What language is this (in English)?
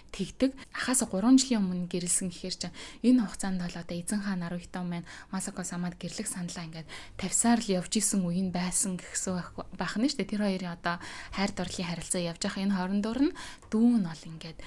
Mongolian